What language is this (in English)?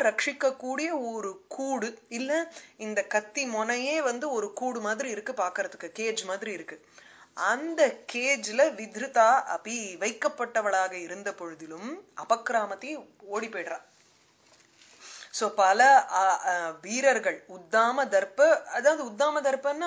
Tamil